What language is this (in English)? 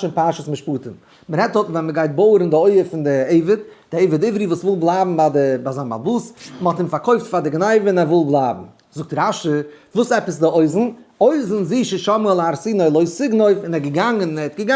Yiddish